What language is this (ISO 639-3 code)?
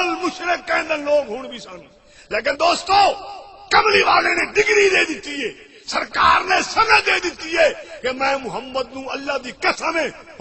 skr